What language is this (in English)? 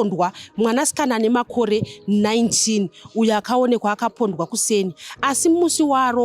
Shona